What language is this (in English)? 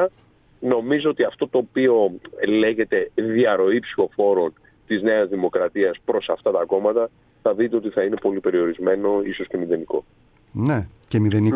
Greek